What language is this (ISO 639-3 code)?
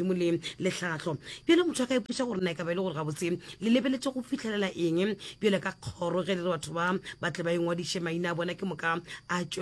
nso